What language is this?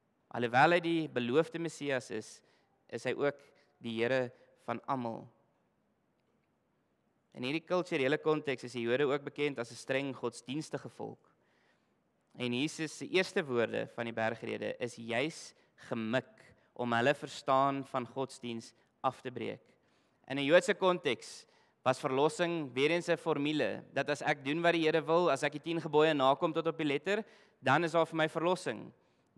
Afrikaans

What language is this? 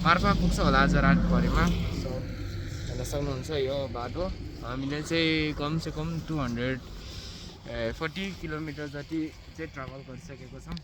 Nepali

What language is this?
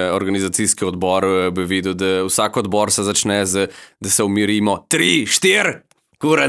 Slovenian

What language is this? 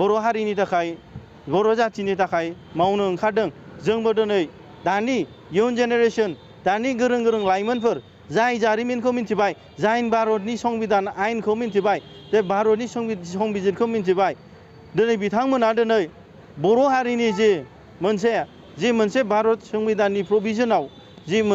Bodo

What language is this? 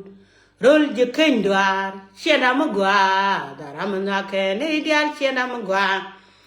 Nuer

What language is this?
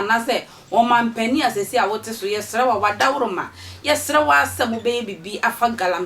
Akan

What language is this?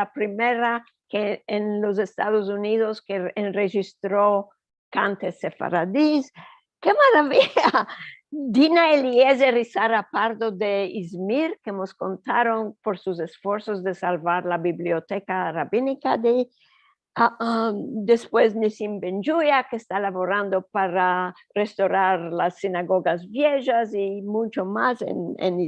Ladino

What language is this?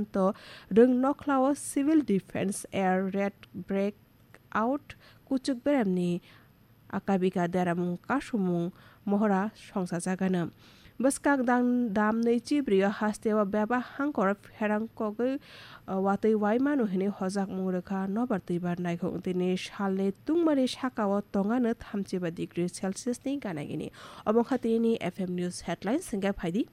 Kok Borok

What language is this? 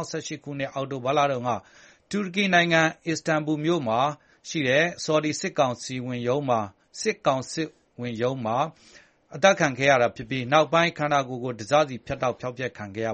Burmese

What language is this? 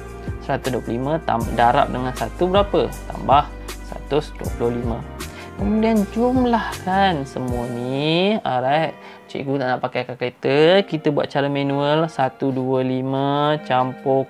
Malay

